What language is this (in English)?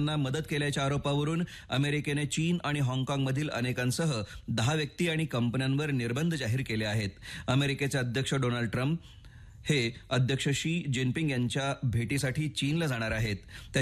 Marathi